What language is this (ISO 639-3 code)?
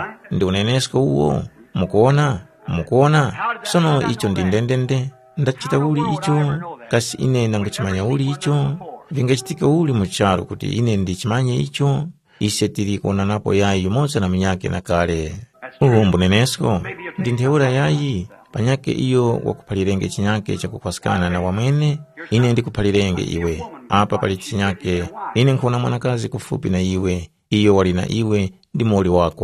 tum